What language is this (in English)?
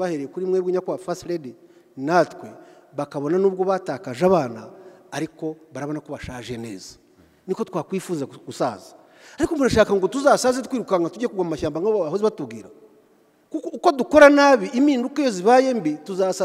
Kinyarwanda